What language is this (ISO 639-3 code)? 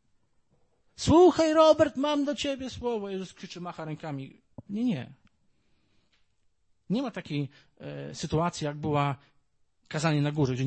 pol